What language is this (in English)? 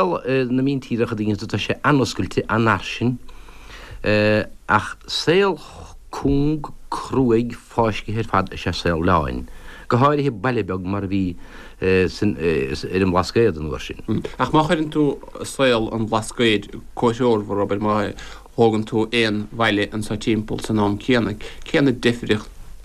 Irish